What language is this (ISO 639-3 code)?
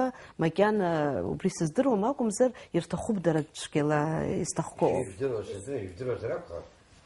abk